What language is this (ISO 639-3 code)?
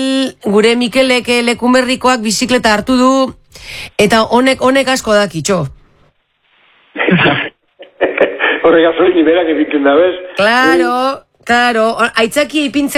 eus